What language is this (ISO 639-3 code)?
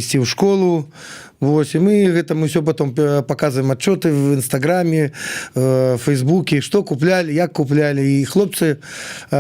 bel